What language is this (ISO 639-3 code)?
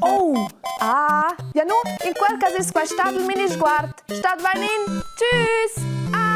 roh